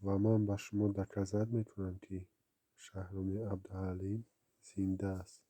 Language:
Tajik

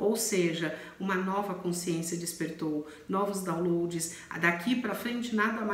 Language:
Portuguese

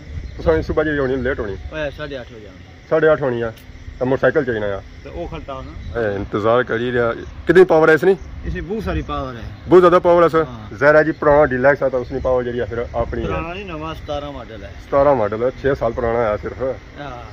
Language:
Pahari-Potwari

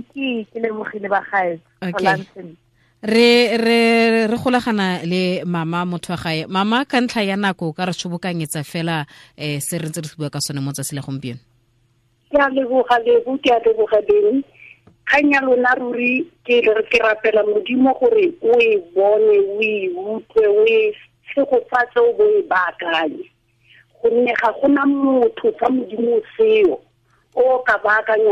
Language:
Tswana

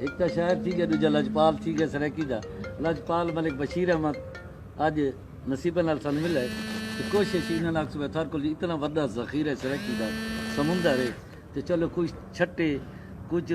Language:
Saraiki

